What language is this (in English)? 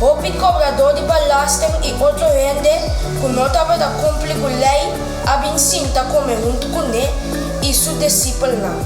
Papiamento